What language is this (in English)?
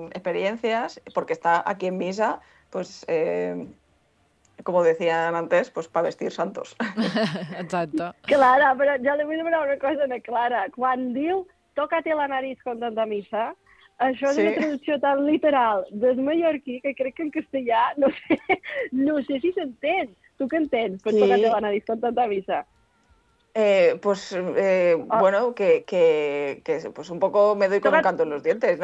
Catalan